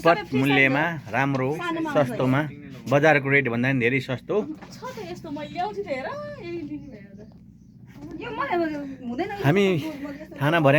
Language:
Nepali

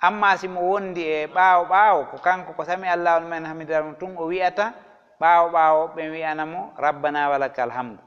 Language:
Fula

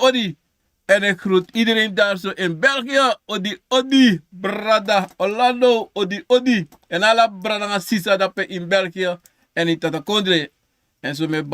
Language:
Sranan Tongo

